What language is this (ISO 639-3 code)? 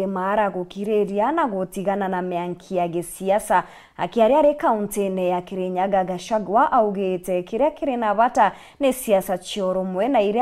mer